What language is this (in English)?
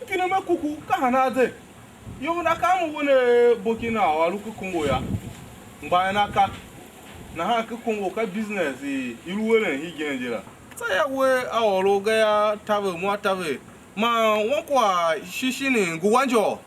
Tiv